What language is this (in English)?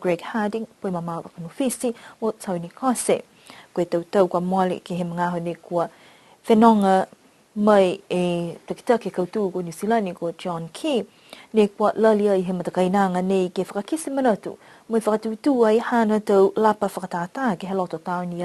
Niuean